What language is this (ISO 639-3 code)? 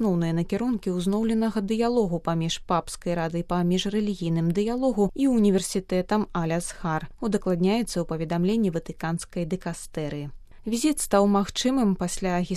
bel